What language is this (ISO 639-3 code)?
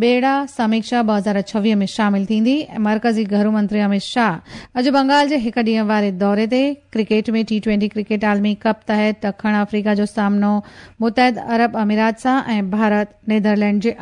snd